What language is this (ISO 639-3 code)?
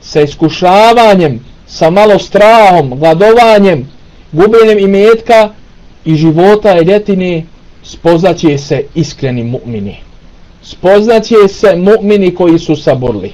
bos